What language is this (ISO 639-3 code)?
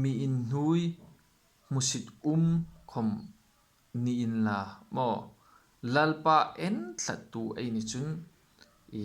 hmr